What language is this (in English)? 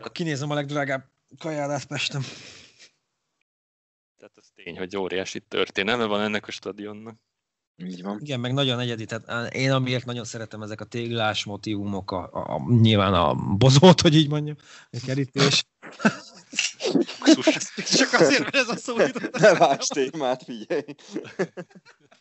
Hungarian